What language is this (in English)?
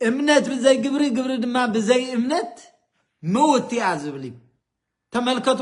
Tigrinya